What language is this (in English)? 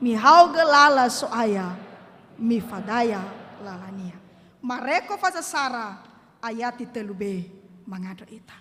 Nias